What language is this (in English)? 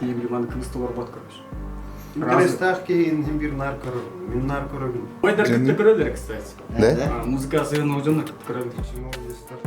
Yakut